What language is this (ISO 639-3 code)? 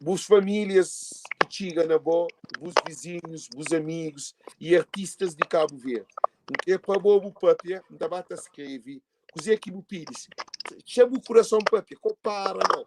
kea